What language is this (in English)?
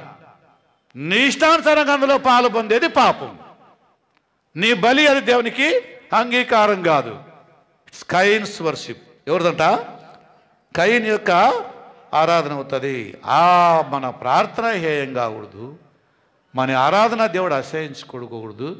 Telugu